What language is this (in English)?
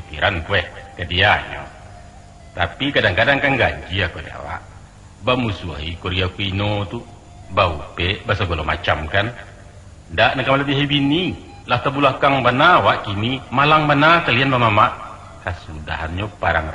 Minangkabau